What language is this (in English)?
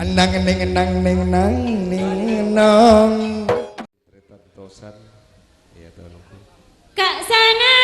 Madurese